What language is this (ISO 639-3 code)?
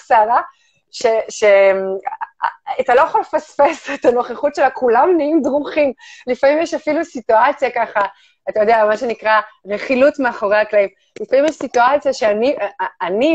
heb